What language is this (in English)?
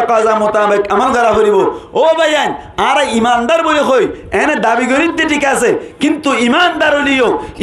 Rohingya